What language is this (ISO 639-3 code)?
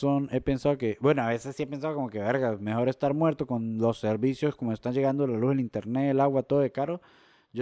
spa